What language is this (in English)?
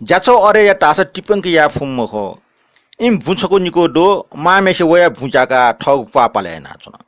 Newari